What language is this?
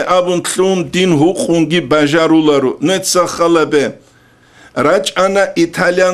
Avaric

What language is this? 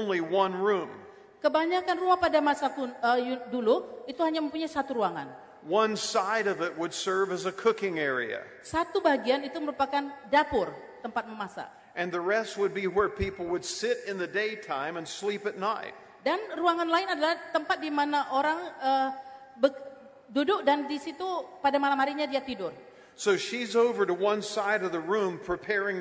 Indonesian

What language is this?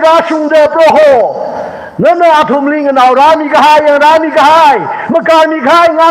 Tangkhul Naga (India)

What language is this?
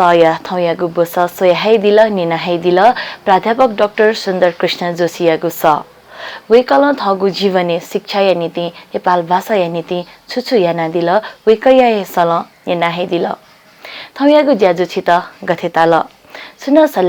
Newari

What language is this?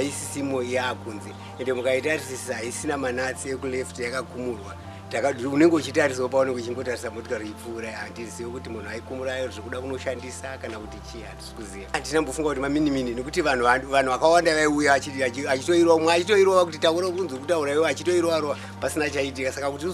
Shona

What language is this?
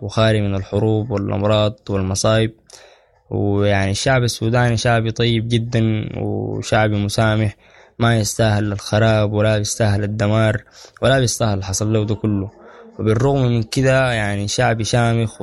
Sudanese Arabic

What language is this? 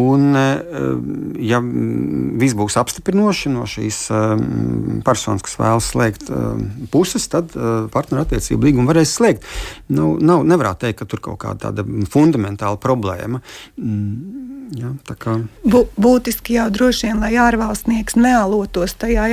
Latvian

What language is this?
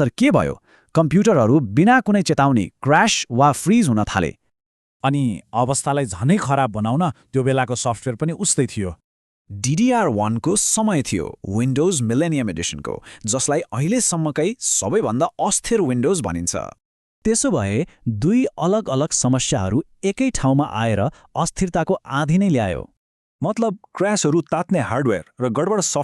Nepali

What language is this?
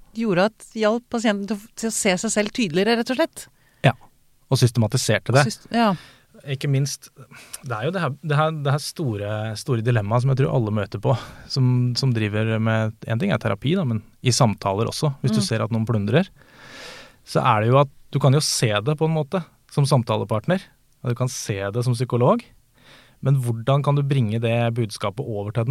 Norwegian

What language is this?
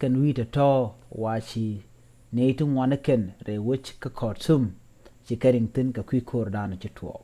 Nuer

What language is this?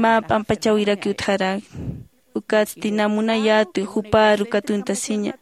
Aymara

